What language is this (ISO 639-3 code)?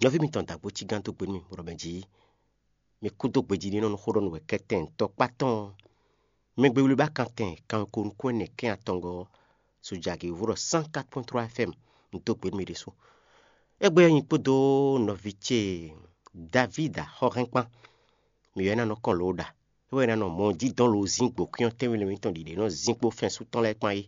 fon